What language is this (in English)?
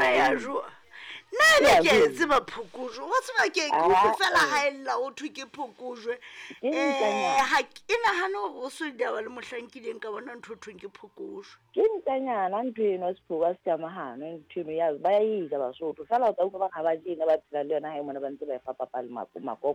Southern Sotho